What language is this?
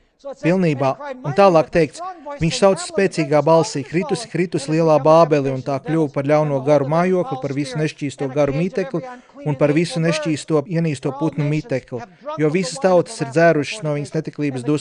Latvian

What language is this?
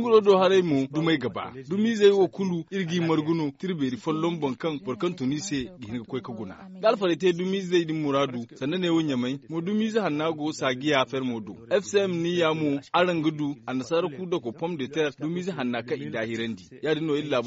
Zarma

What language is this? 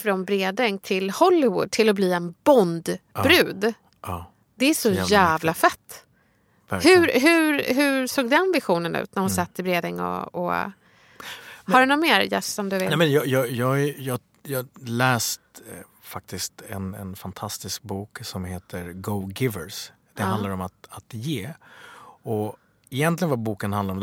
Swedish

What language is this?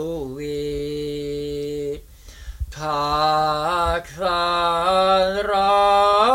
Icelandic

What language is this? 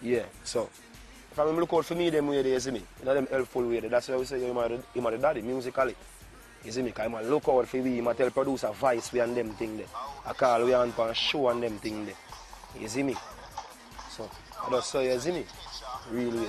Jamaican Creole English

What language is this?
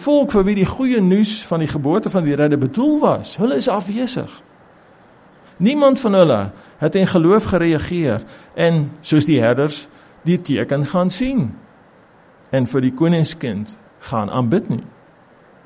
Afrikaans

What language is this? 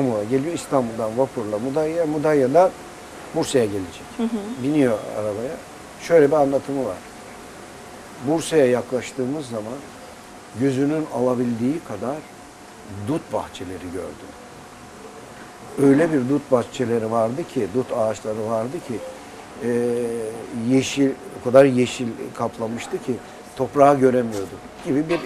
Turkish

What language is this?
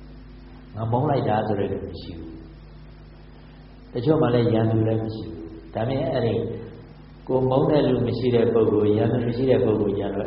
Burmese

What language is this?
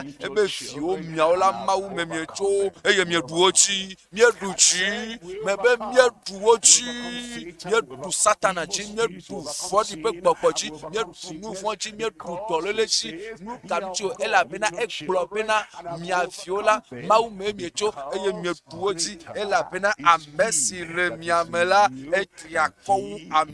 Ewe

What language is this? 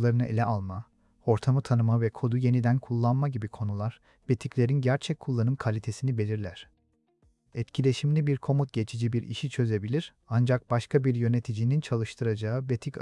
Turkish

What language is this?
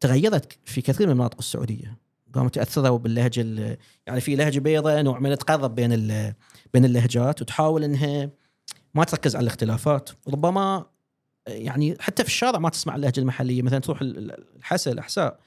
Gulf Arabic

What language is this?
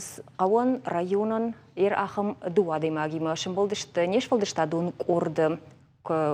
Ossetic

